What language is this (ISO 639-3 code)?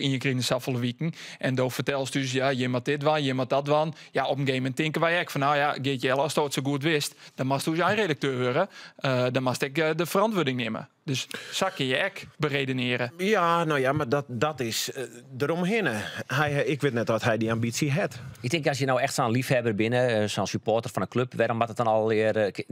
fry